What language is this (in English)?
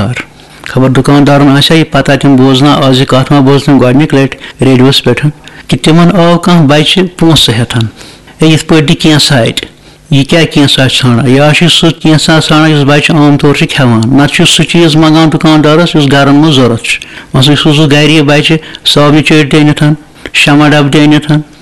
Kashmiri